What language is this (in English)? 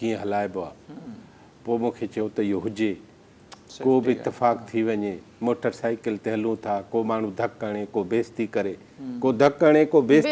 Sindhi